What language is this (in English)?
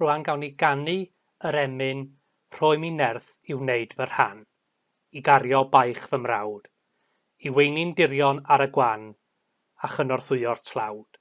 Welsh